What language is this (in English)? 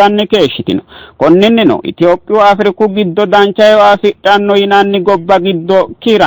Sidamo